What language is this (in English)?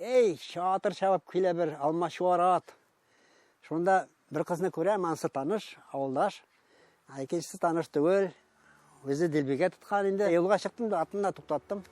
Tatar